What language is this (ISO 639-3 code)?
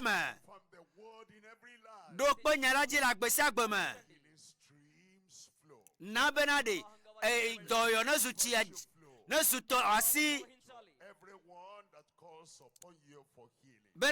ewe